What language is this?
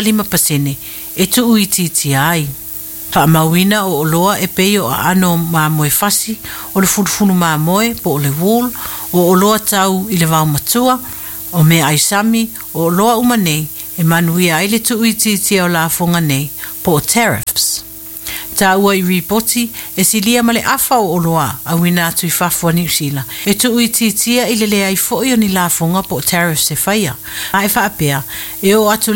Samoan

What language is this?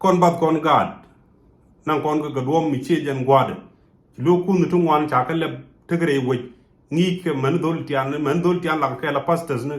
Nuer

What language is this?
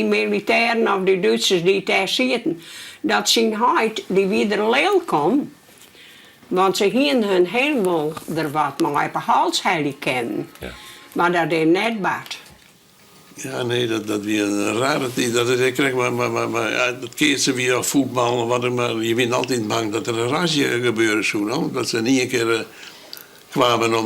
Western Frisian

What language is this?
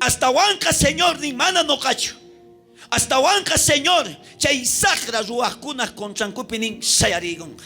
South Bolivian Quechua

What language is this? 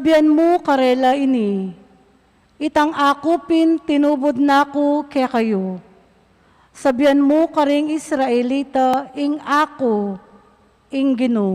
Pampanga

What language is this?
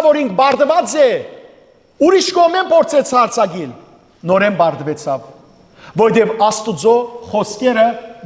Western Armenian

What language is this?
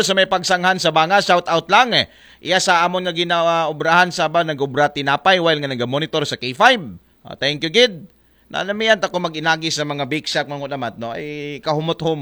Aklanon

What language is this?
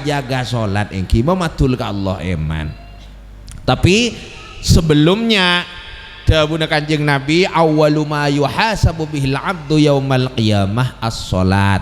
Madurese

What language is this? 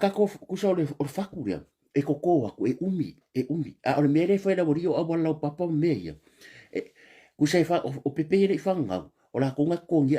Samoan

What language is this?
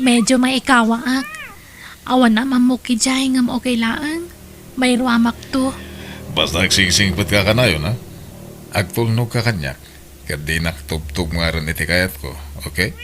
Iloko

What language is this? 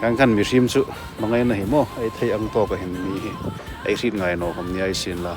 Hmar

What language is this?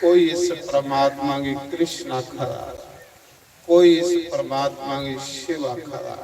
Dogri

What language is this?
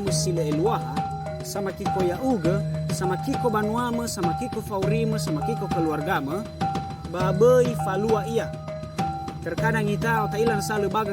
Nias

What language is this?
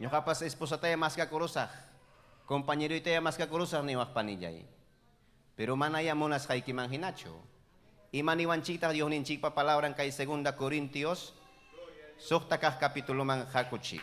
Ayacucho Quechua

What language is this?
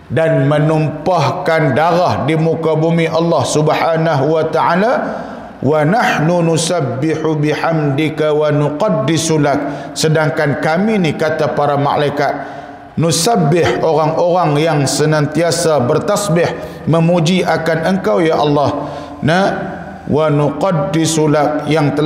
Malay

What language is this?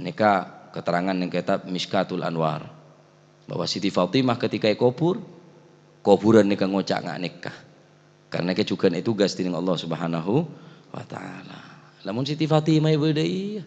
Madurese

